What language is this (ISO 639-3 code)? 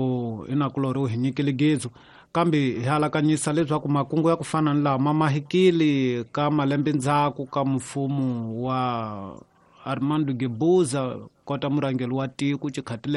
tso